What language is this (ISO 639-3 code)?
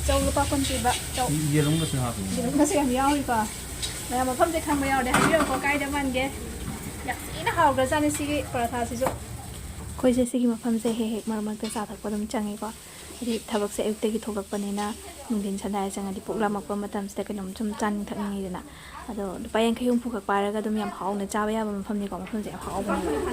mni